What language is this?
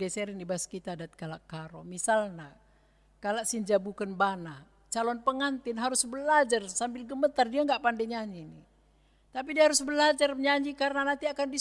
Batak Karo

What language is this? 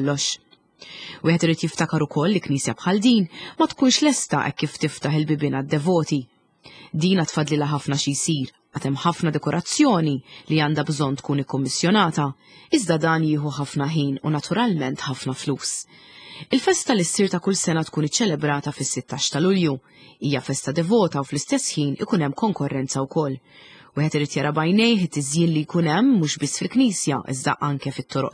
Maltese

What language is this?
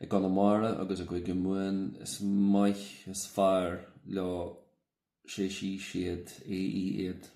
Irish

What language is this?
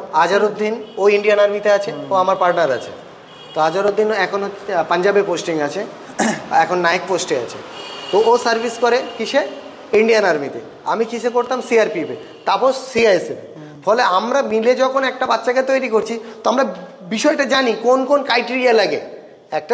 Bangla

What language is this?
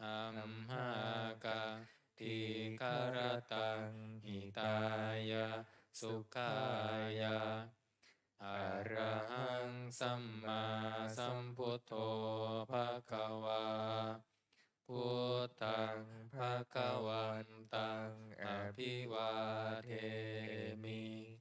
Pali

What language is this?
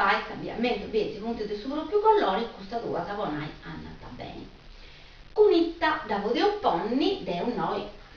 Sardinian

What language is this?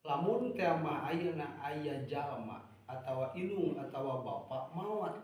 Sundanese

